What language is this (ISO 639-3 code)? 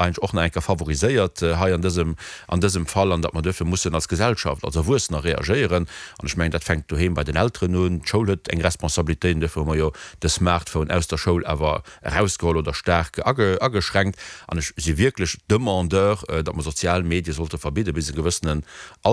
ltz